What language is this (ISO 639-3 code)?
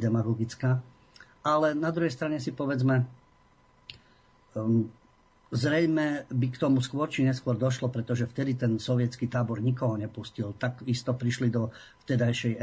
slk